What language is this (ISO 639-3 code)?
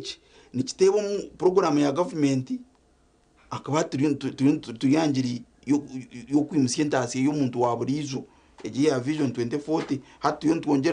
nyn